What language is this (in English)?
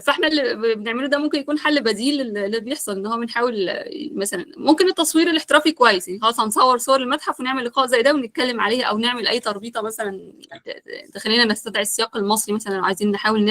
Egyptian Arabic